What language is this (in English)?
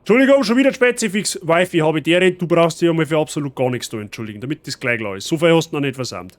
Bavarian